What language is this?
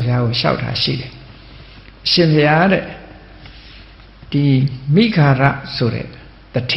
Burmese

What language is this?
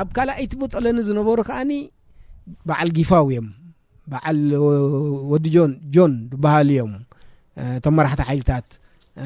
Tigrinya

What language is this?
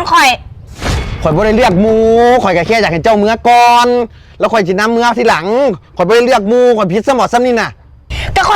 Northeastern Thai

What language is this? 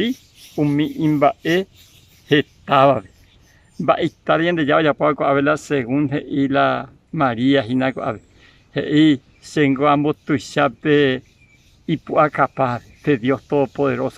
Guarani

